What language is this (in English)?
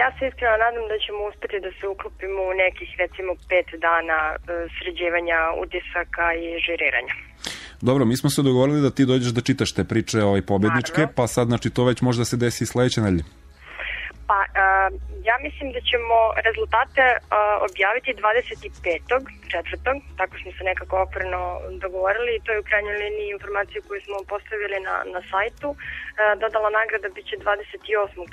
Serbian